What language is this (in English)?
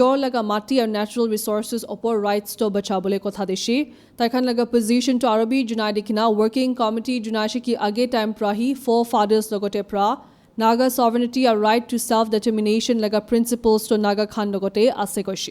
Naga Pidgin